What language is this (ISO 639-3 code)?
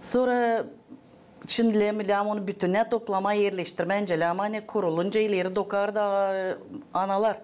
gag